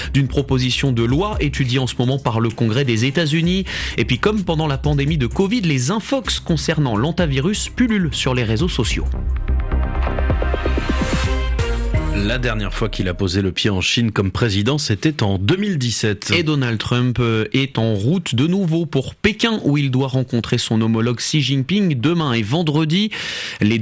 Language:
French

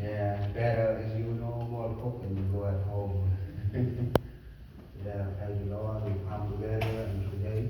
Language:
Central Mnong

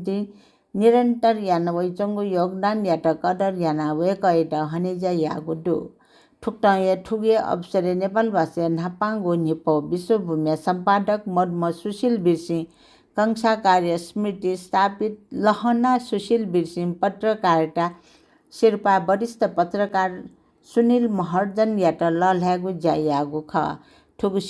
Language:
Newari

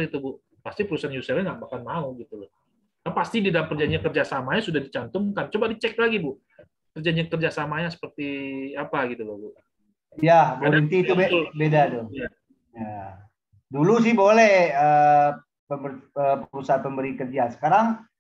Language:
Indonesian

